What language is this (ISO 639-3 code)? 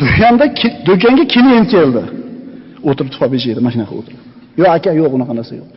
uzb